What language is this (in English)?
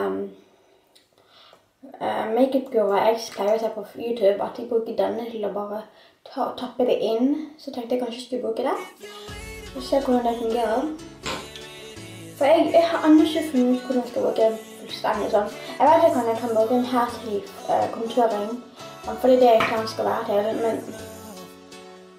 Norwegian